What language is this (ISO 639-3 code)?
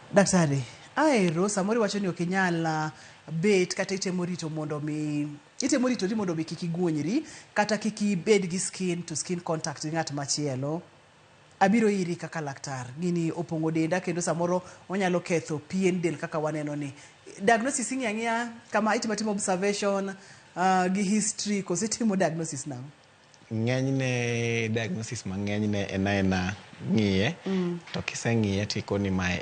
luo